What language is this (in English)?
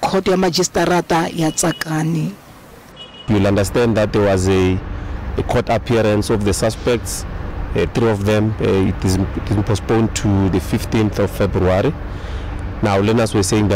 Tsonga